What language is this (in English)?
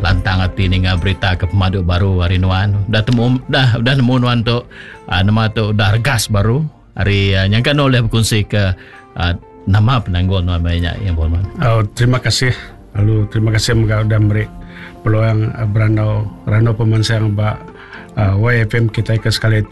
Iban